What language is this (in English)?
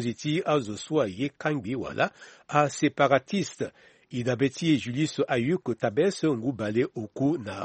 Sango